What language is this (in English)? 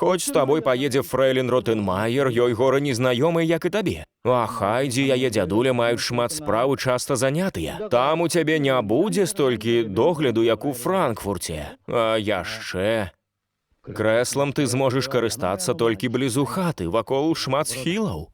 Belarusian